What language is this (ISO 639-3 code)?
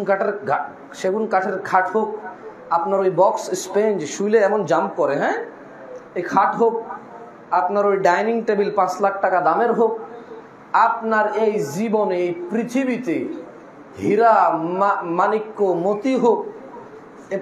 ben